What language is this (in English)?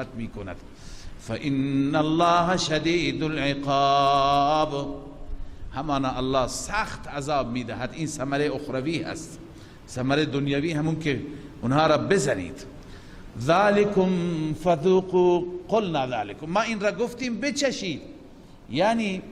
Persian